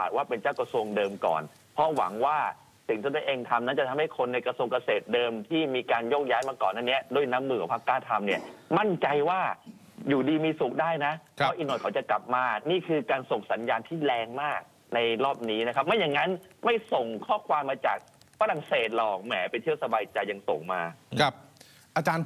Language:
Thai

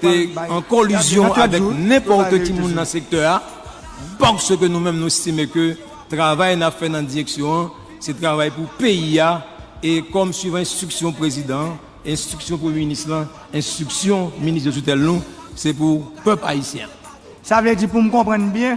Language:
Haitian Creole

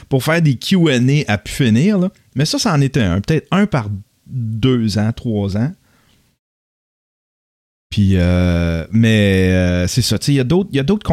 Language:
French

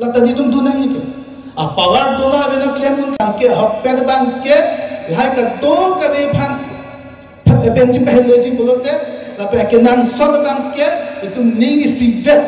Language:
Karbi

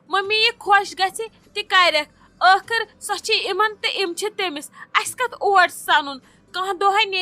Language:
Kashmiri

